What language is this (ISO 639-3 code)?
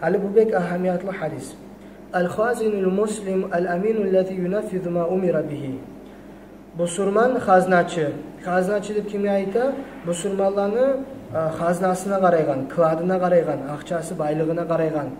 kum